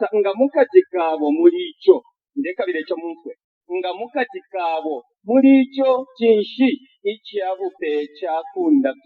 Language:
Bemba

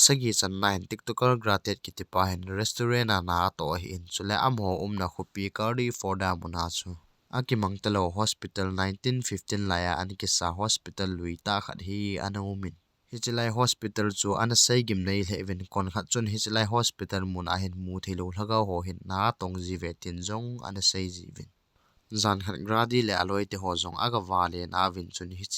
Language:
Thado Chin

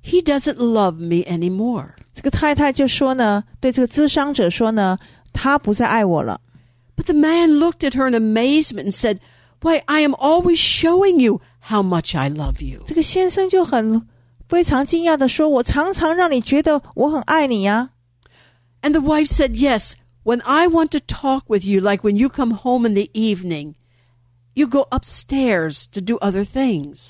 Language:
Chinese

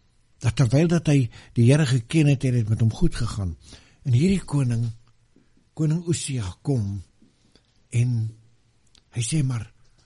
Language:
Afrikaans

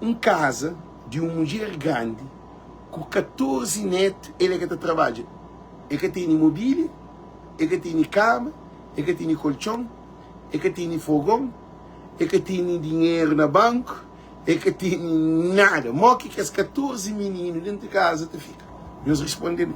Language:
Kabuverdianu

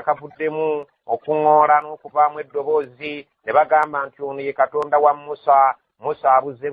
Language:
Ganda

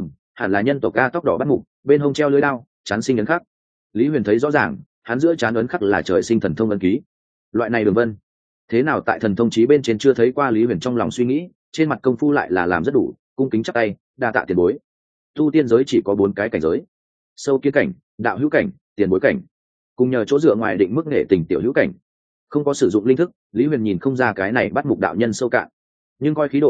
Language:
Vietnamese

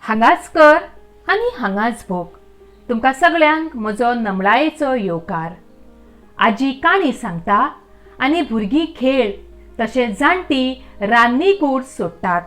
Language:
Konkani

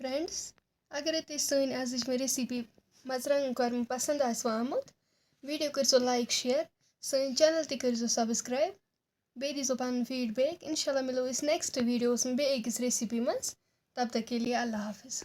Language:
Kashmiri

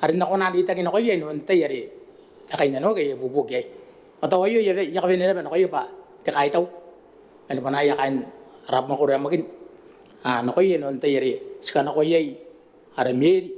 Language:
Gilbertese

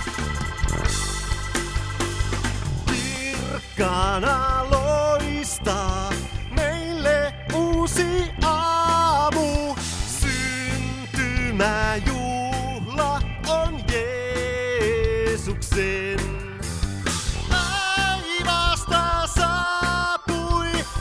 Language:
Finnish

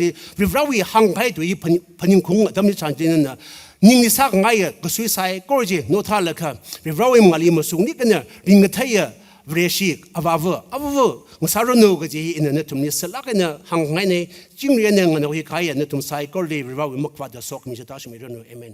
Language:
Tangkhul Naga (India)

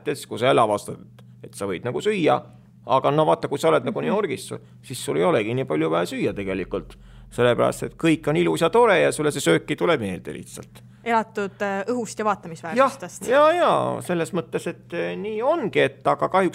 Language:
Estonian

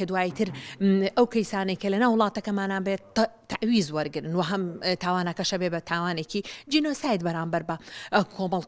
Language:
Central Kurdish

